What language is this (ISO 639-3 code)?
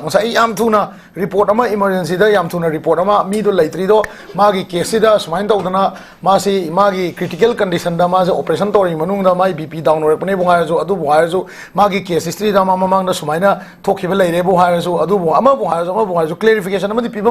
mni